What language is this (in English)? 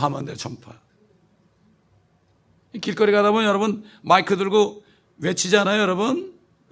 Korean